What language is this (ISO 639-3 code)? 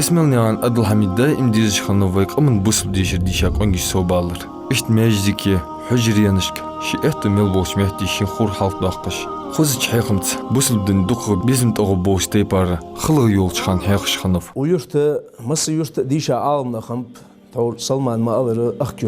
inh